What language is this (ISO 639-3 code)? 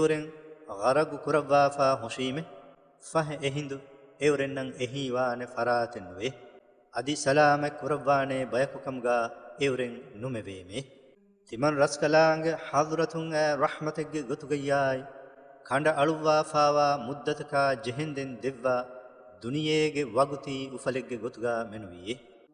div